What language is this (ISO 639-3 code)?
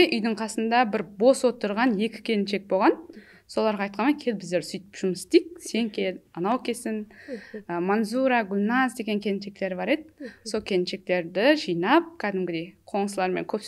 kaa